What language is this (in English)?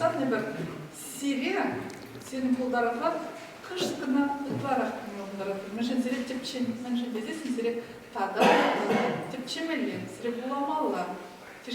Chuvash